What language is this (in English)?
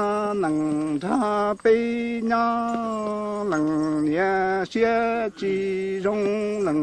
Hmong